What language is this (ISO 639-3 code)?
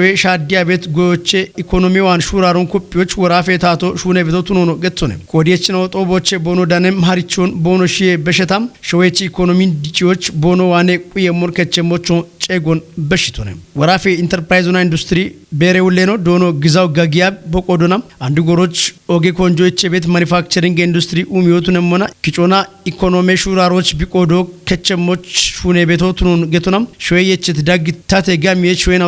kbr